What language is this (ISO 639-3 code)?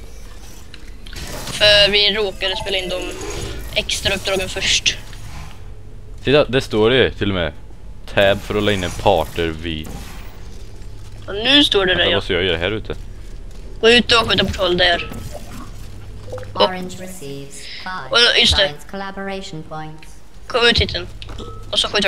swe